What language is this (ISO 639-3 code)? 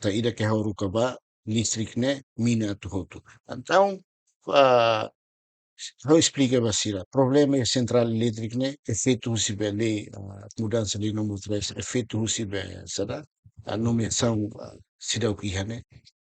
tet